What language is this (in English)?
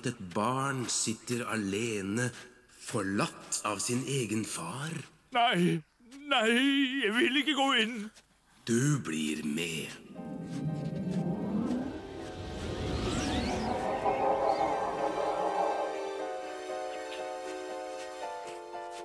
Norwegian